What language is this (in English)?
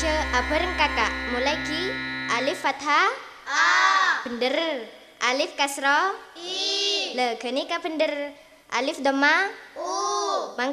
Madurese